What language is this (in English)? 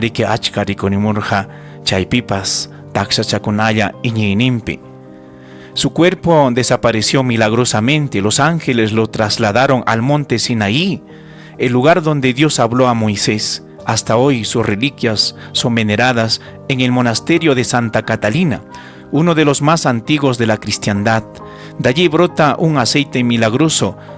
Ayacucho Quechua